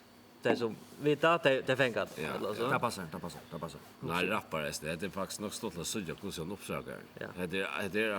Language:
Faroese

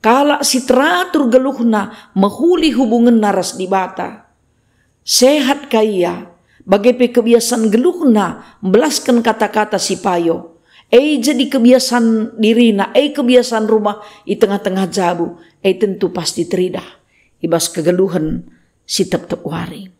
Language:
Batak Karo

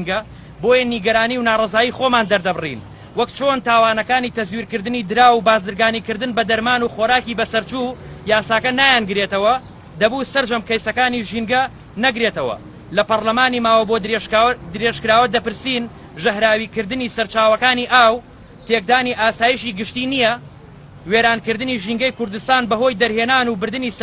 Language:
Central Kurdish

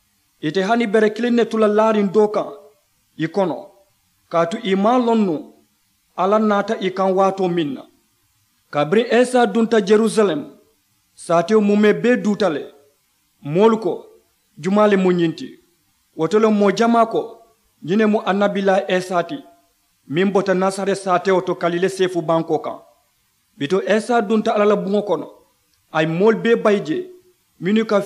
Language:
Mandingo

